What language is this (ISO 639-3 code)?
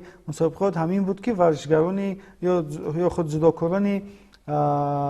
tgk